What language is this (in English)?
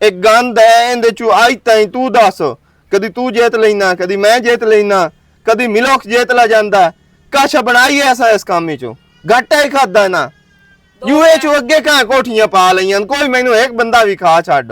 Western Panjabi